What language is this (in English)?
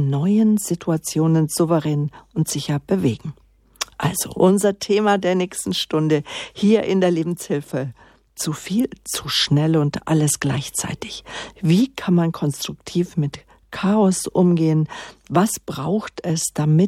German